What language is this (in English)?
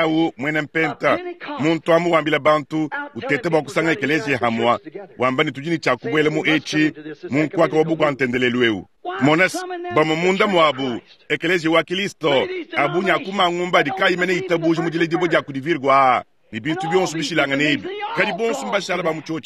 Luba-Lulua